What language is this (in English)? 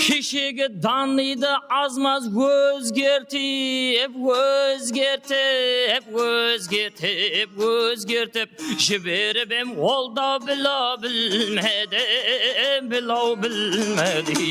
Kara-Kalpak